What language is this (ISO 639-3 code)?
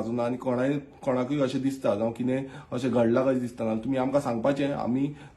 kok